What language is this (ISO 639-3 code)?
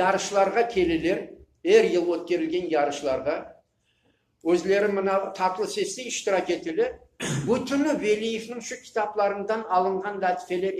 crh